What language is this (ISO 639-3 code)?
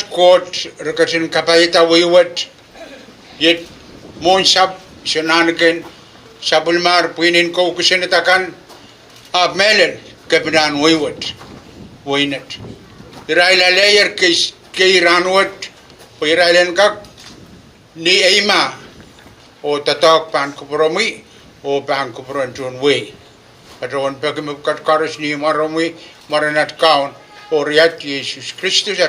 pon